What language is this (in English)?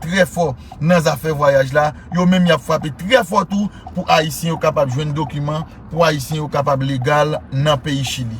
Haitian Creole